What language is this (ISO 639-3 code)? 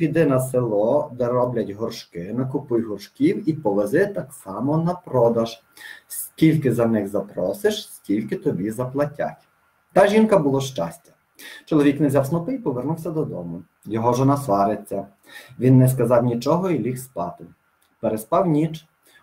ukr